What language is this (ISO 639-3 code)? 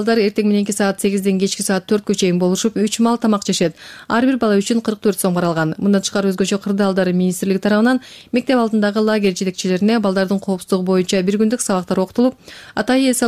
kir